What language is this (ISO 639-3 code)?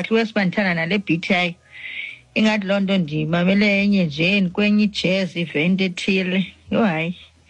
xho